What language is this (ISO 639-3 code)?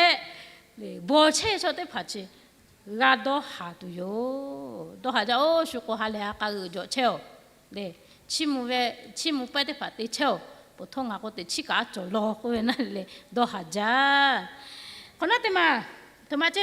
lhu